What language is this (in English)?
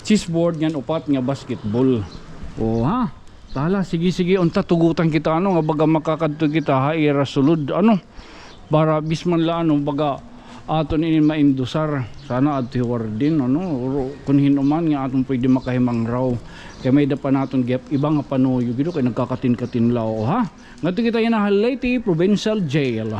Waray